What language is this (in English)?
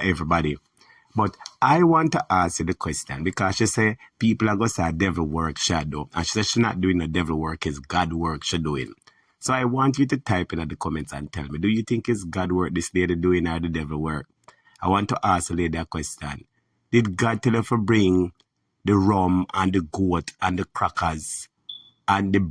Jamaican Creole English